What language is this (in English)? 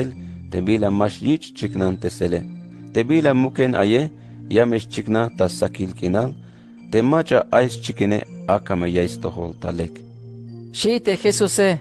Tzeltal